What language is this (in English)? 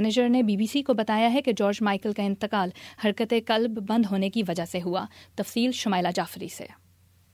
Urdu